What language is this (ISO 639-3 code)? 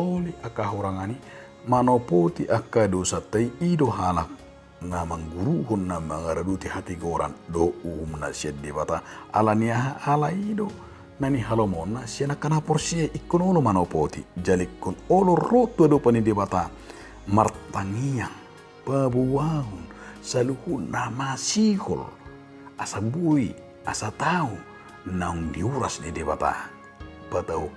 bbc